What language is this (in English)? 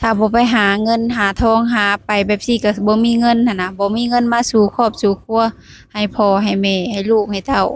Lao